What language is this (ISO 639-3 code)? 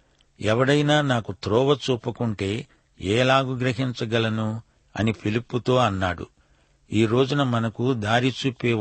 tel